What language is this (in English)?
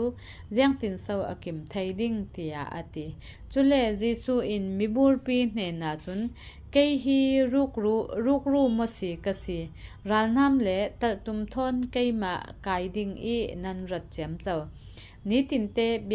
Falam Chin